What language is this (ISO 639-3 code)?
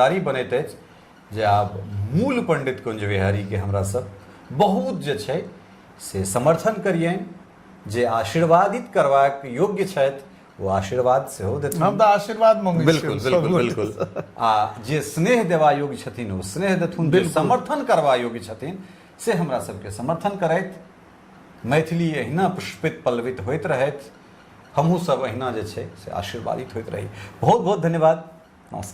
mai